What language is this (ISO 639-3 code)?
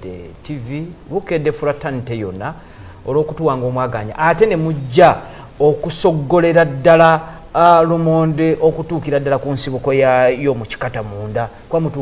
lug